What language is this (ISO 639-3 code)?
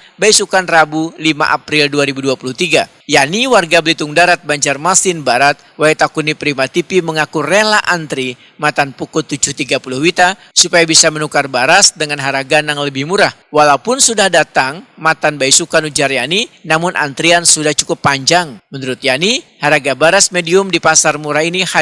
bjn